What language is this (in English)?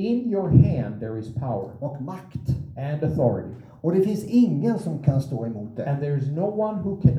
Swedish